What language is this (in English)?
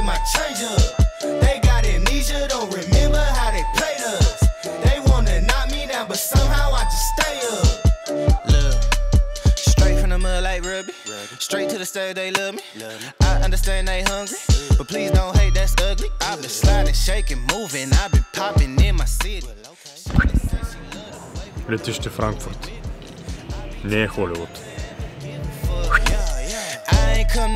Bulgarian